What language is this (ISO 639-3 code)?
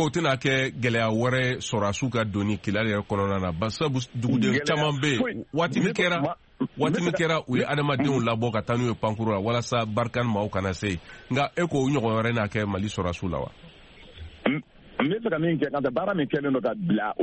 bam